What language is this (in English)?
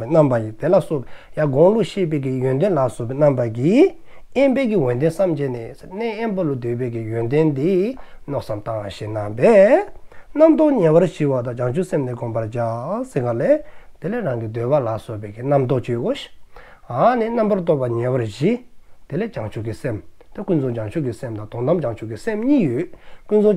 Dzongkha